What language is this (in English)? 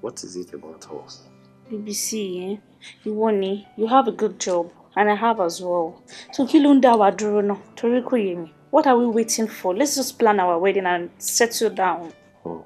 Yoruba